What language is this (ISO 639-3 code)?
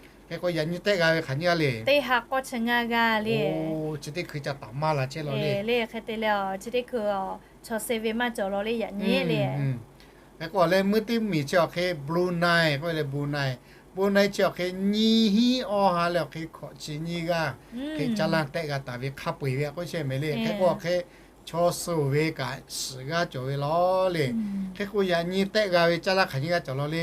lhu